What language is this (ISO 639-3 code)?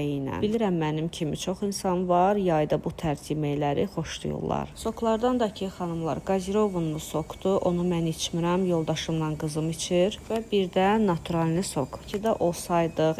aze